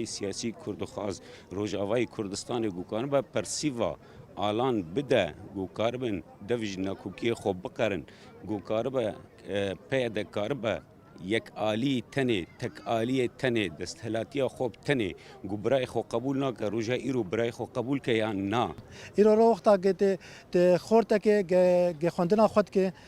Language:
Kurdish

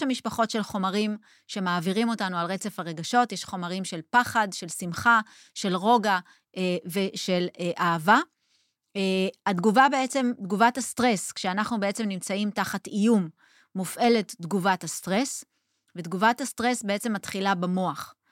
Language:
Hebrew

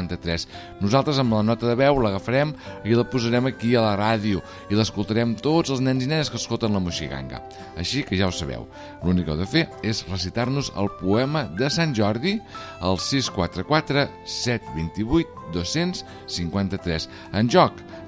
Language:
Catalan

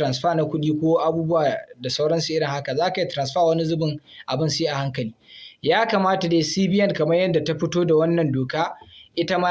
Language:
Hausa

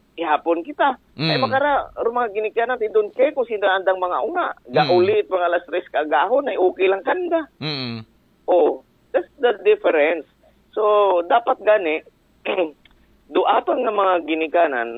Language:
Aklanon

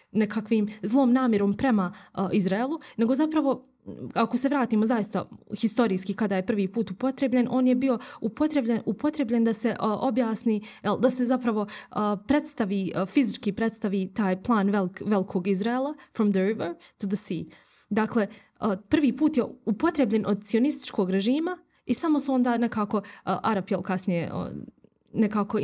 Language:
Bosnian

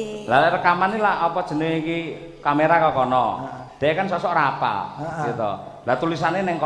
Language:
Javanese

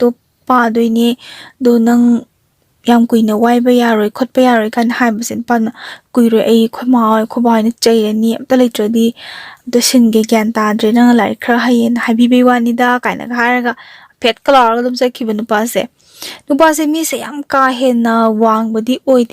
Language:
Manipuri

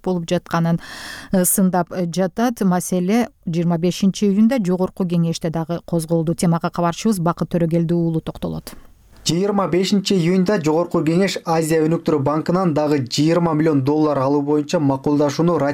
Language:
Kyrgyz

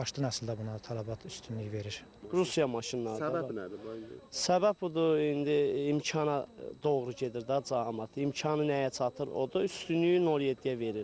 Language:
Azerbaijani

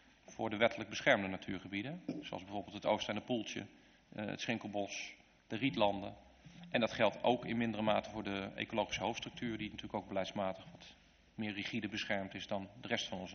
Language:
Dutch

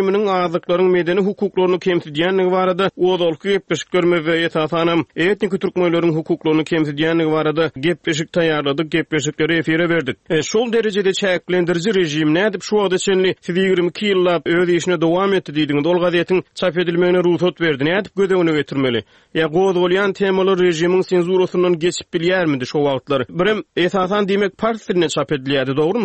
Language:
Turkmen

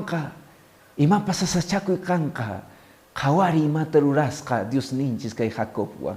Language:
Quechua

